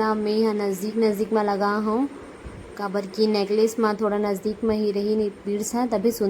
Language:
Chhattisgarhi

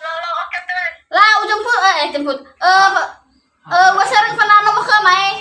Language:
Nias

